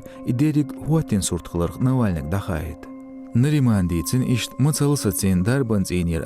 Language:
Chechen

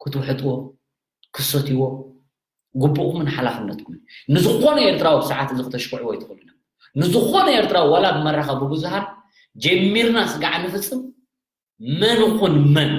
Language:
Tigrinya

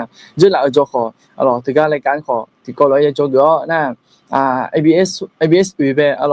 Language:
Akha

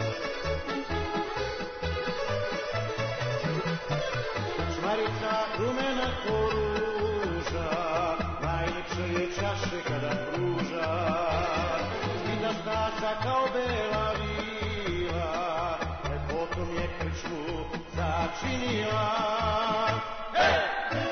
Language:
Serbian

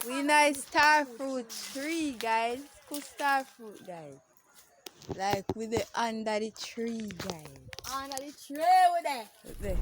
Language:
Jamaican Creole English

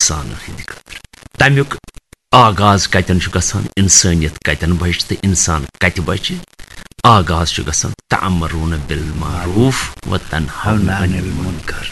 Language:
Kashmiri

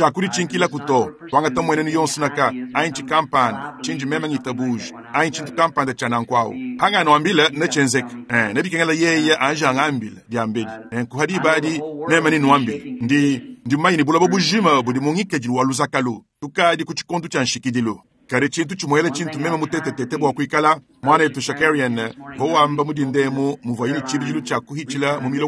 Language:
Luba-Lulua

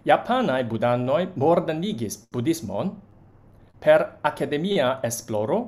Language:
Esperanto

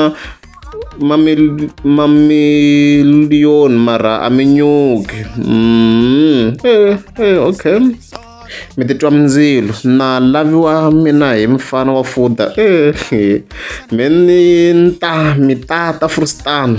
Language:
Tsonga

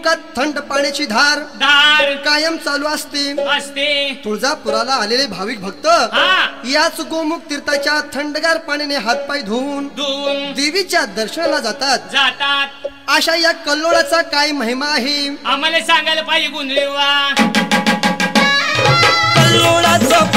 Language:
Marathi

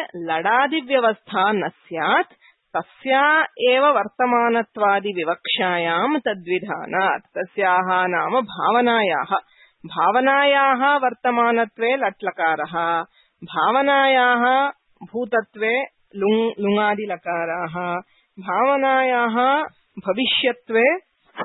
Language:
Sanskrit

